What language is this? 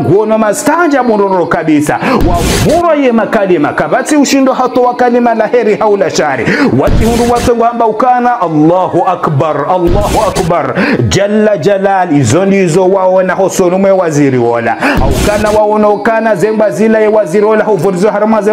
Ngazidja Comorian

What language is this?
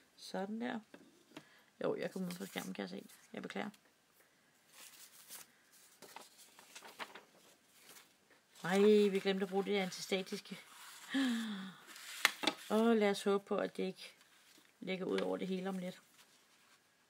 Danish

